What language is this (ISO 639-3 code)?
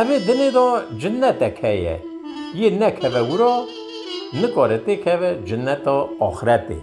kur